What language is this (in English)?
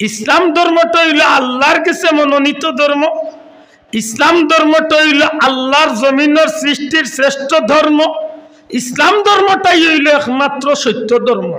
Sylheti